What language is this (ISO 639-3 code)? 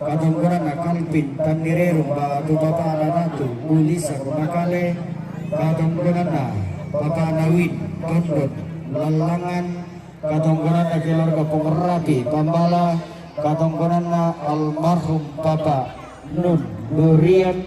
sda